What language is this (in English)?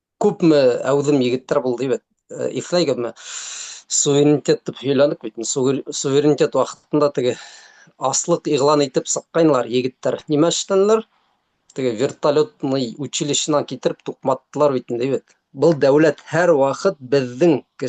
Bashkir